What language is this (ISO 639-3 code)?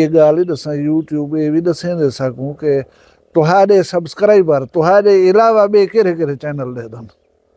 skr